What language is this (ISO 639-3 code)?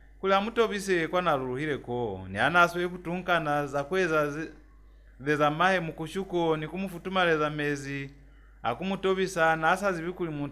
loz